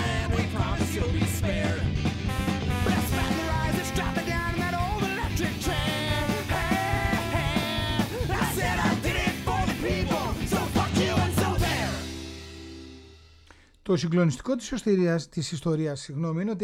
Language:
Greek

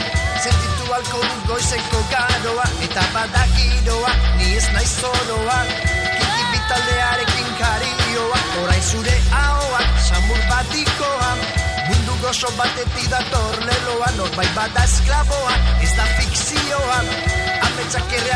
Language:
Basque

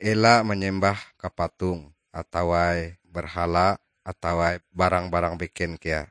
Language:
Ngaju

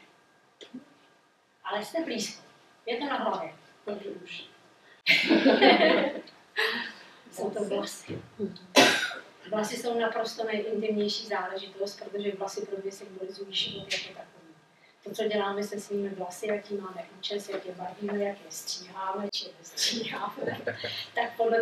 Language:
Czech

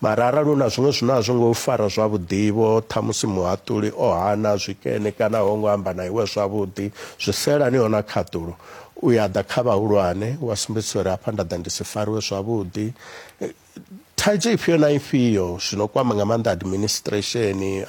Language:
Venda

